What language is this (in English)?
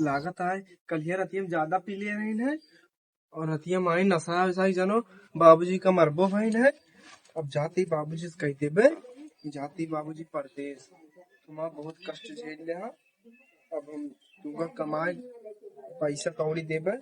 Awadhi